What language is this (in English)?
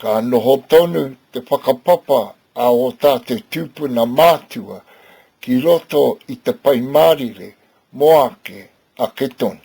Māori